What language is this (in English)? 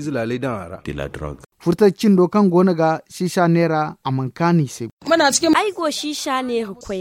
Zarma